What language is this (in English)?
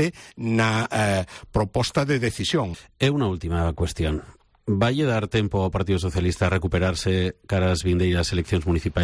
Galician